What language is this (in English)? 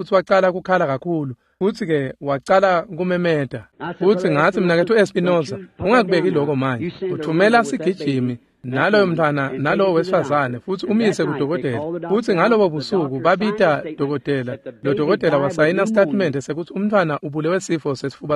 Swati